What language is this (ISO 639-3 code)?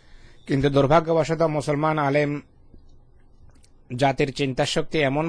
ben